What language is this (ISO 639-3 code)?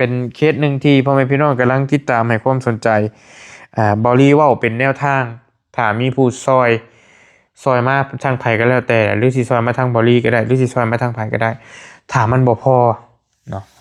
tts